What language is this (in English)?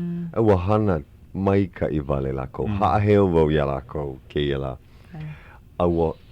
Hawaiian